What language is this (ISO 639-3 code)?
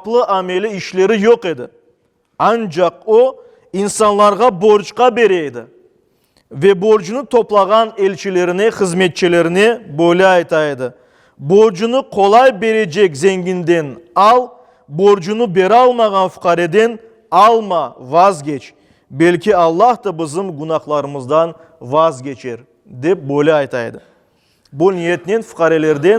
crh